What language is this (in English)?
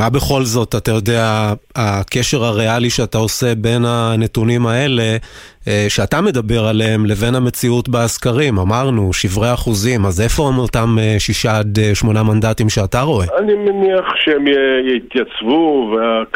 Hebrew